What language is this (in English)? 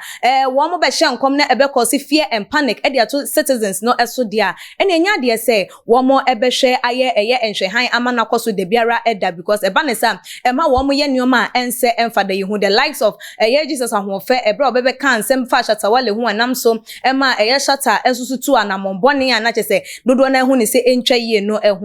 Akan